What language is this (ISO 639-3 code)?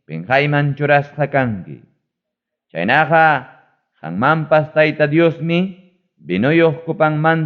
quy